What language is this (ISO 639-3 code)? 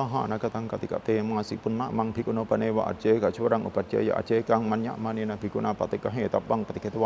pli